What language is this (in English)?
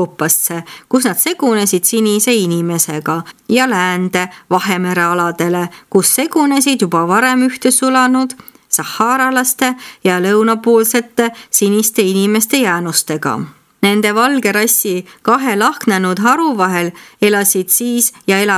Estonian